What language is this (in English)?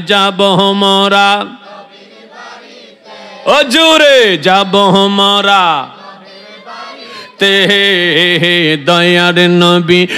Bangla